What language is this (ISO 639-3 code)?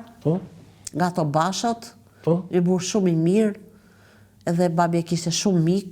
sqi